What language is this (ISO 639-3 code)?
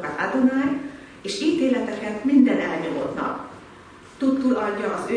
hun